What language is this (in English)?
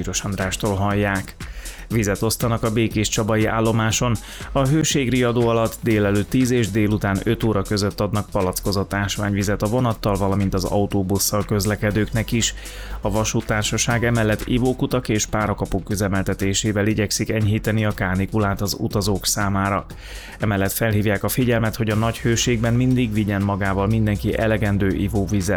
Hungarian